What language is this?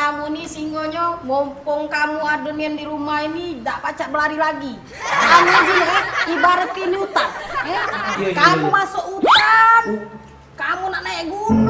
Musi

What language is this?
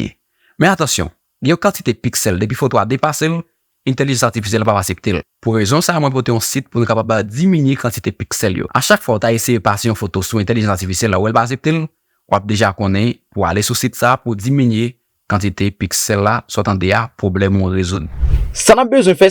Haitian Creole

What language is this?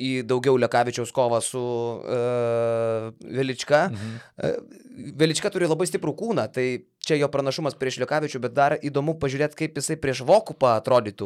Lithuanian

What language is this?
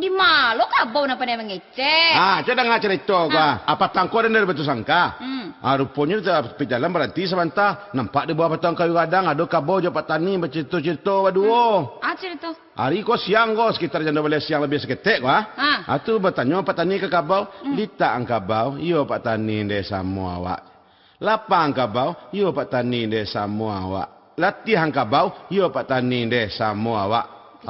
Minangkabau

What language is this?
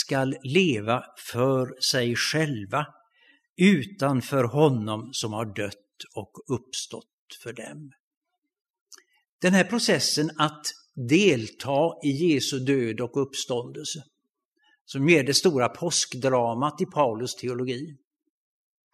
Swedish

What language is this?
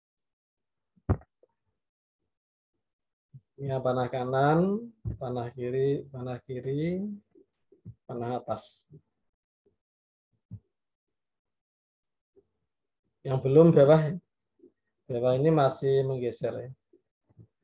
Indonesian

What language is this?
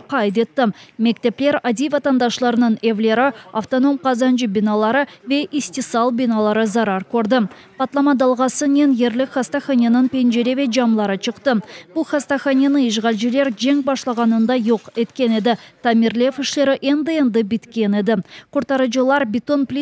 Crimean Tatar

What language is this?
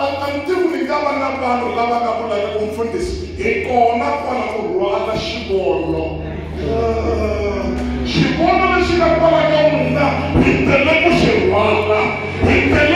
Tsonga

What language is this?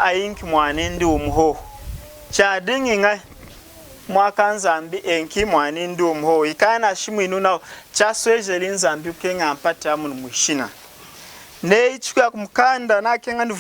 Lunda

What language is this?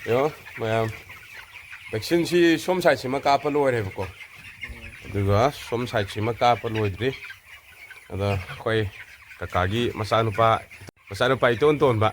Manipuri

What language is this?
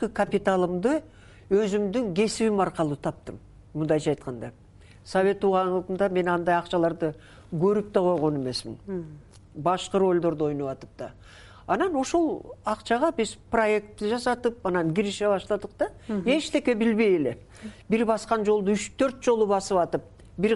Kyrgyz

